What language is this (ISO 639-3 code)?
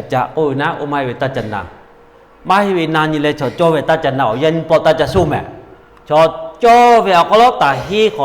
lhu